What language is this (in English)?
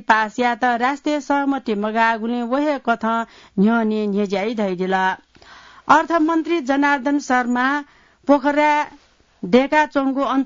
Newari